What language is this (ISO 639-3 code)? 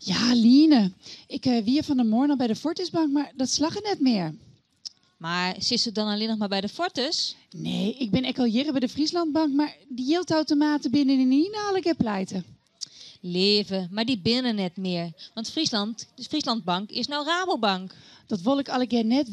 fry